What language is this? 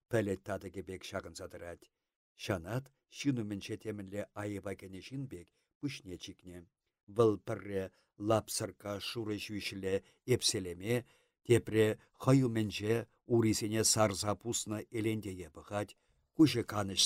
Chuvash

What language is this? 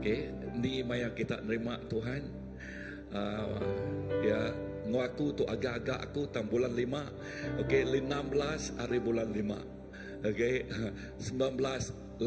Iban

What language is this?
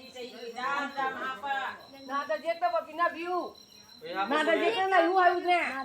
Manipuri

